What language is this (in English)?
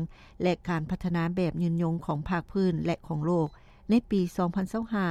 Lao